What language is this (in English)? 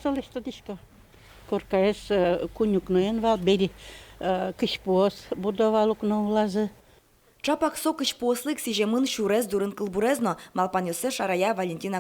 Udmurt